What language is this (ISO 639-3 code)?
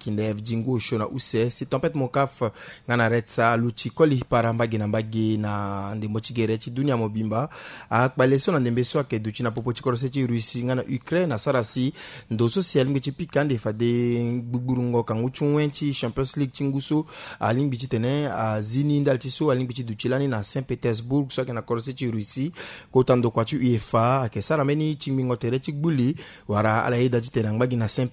sag